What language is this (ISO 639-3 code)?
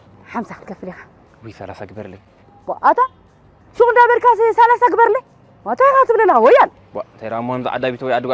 tir